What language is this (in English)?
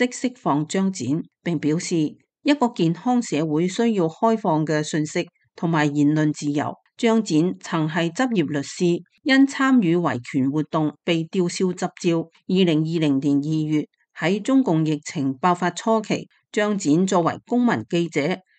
Cantonese